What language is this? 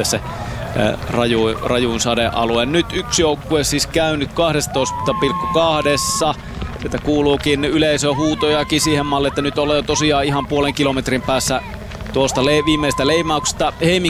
Finnish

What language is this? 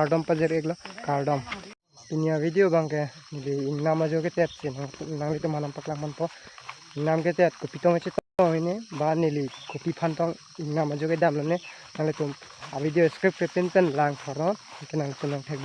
Karbi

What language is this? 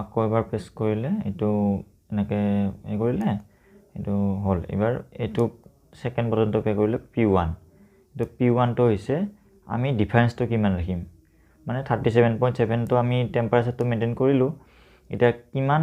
Assamese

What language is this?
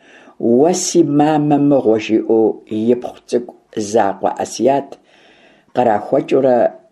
Kabardian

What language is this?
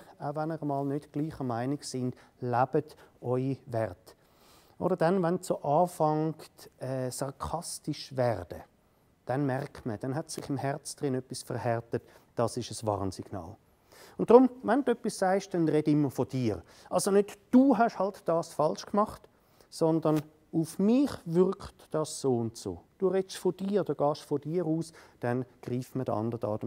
Swiss German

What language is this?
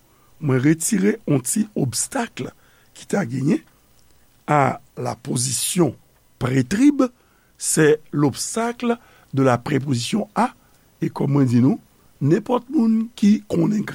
Haitian Creole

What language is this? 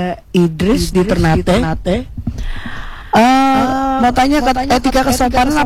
Indonesian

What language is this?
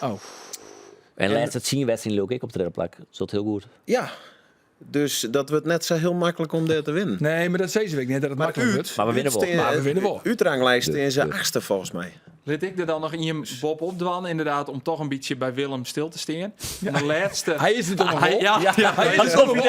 Western Frisian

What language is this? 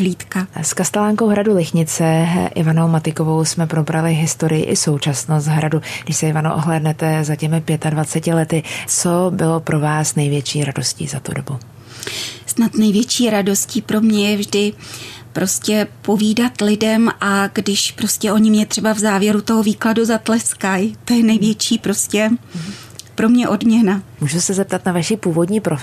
Czech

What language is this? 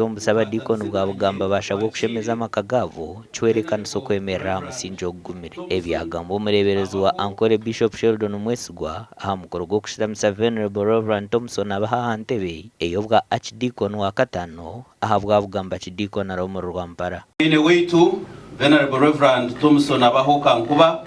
Nyankole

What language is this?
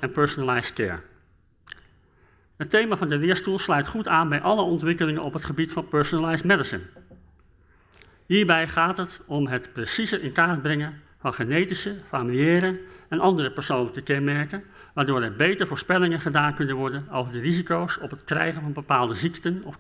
Dutch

